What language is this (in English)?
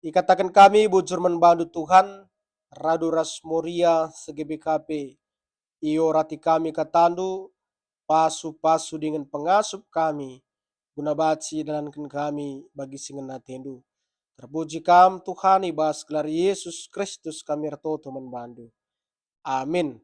Batak Karo